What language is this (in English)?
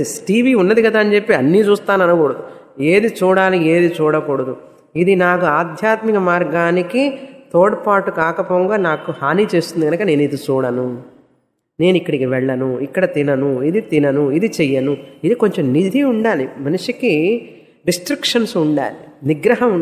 Telugu